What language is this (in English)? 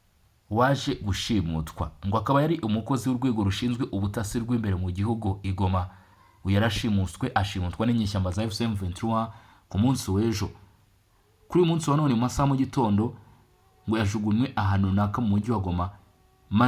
Kinyarwanda